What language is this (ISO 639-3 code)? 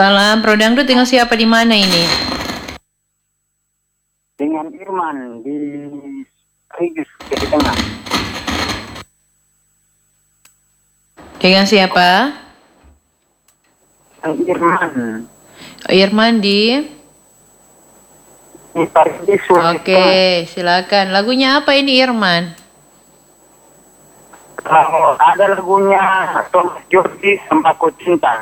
ind